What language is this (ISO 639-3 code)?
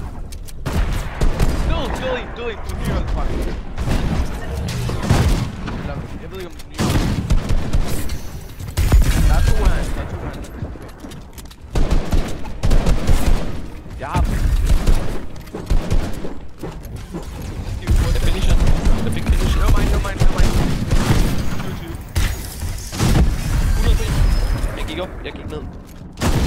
dan